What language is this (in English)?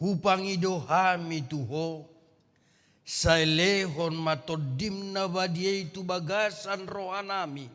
Batak Toba